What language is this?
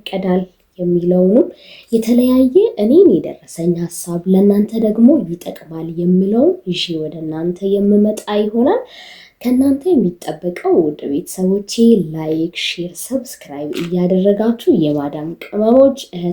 Amharic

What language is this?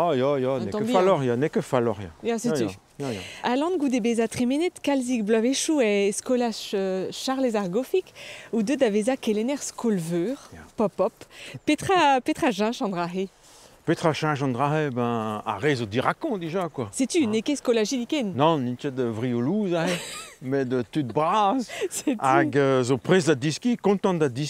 Breton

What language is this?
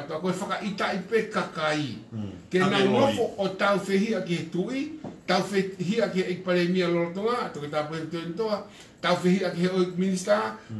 Tongan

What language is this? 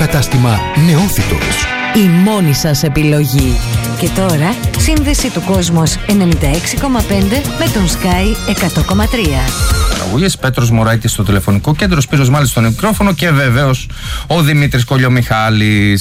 Greek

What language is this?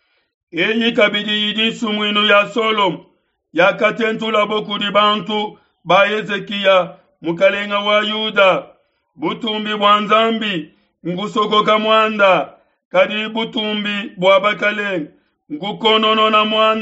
Luba-Lulua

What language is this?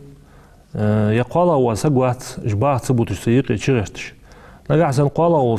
Ingush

